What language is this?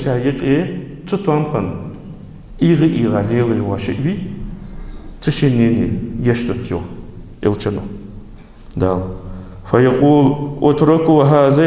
Ingush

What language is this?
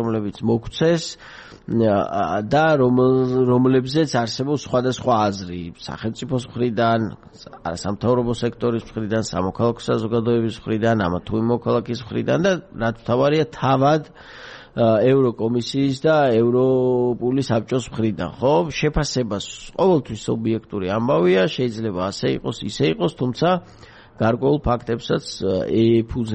Georgian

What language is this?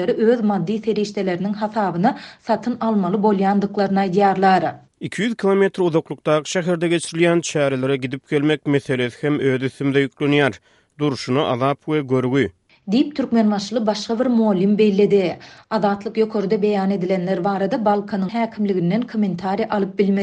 Turkmen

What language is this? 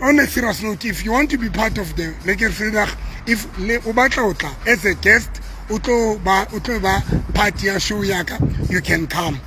Southern Sotho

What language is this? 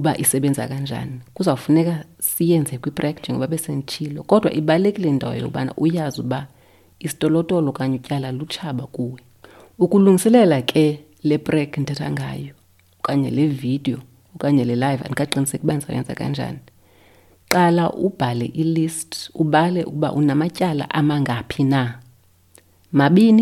Xhosa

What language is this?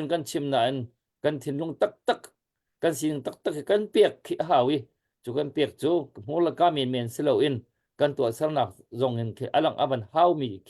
Hakha Chin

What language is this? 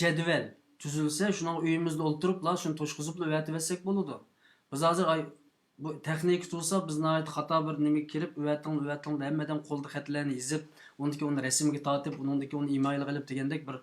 Uyghur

